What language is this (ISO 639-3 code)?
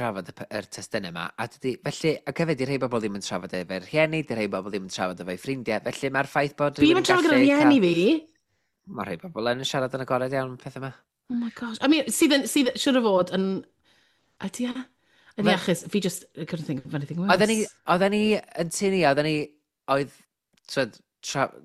cym